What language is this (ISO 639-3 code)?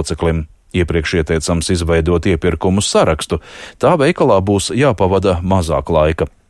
lav